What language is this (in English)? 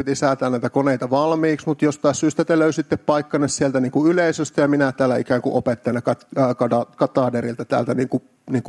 Finnish